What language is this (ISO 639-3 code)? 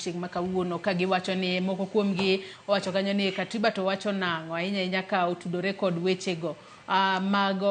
luo